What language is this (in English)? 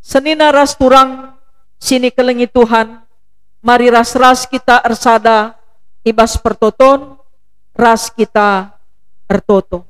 Batak Karo